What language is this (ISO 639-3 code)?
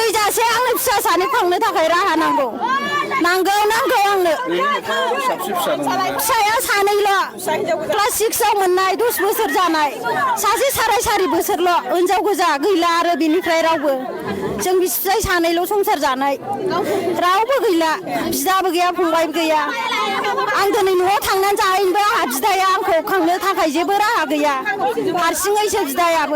brx